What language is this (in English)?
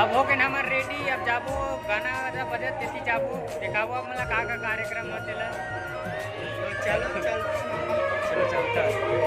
Chhattisgarhi